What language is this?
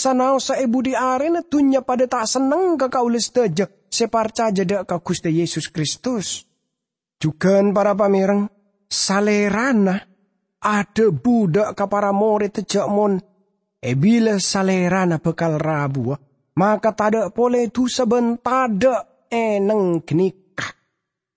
Madurese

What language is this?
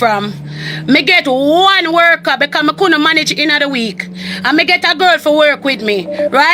Jamaican Creole English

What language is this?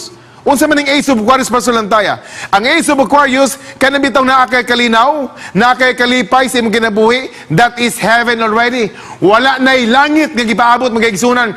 Cebuano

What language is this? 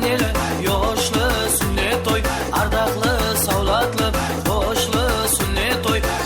Kara-Kalpak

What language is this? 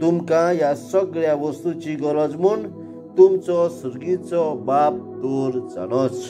Konkani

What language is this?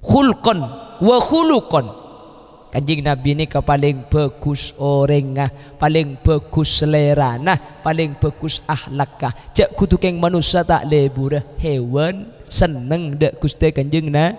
Madurese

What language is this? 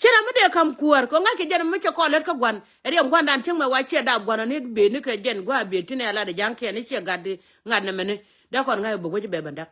Nuer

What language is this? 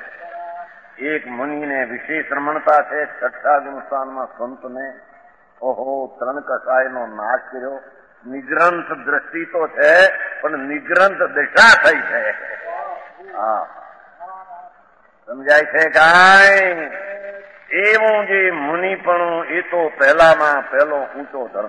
Gujarati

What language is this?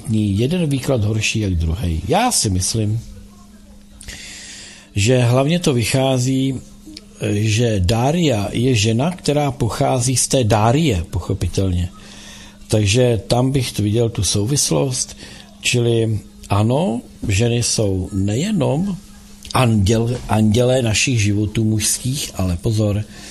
Czech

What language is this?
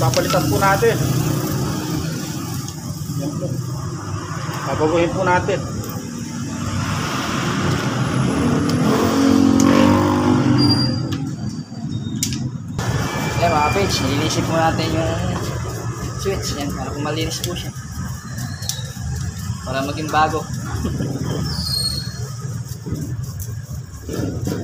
Filipino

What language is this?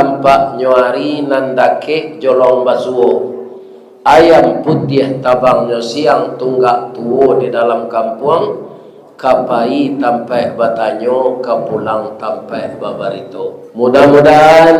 Minangkabau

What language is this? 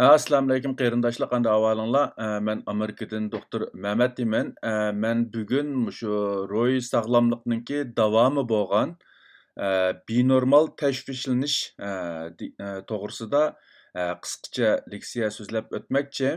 Uyghur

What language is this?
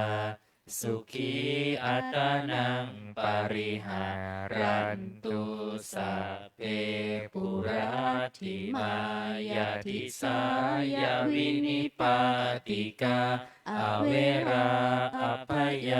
Pali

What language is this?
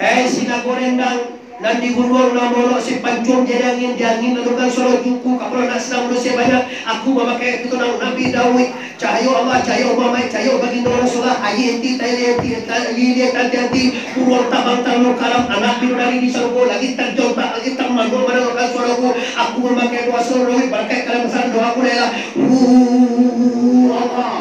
Minangkabau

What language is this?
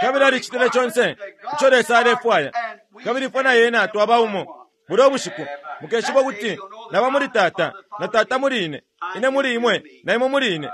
Bemba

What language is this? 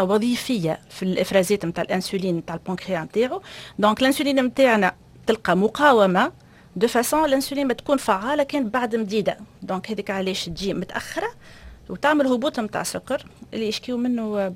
Tunisian Arabic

